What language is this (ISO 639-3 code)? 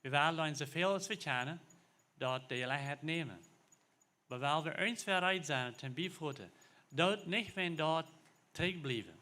pdt